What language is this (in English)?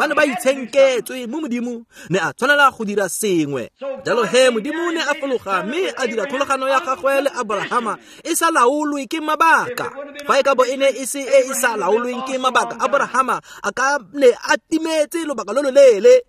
Tswana